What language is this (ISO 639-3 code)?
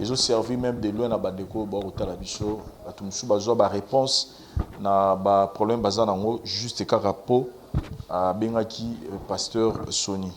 lin